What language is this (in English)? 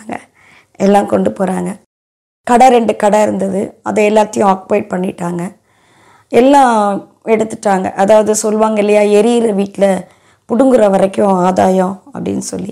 Tamil